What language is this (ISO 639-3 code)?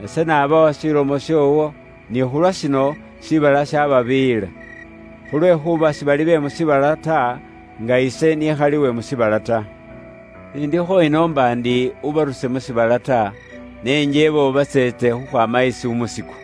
luy